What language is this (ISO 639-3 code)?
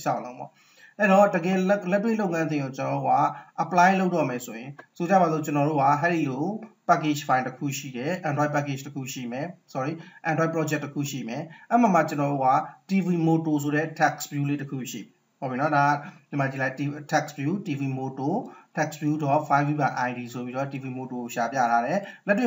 mya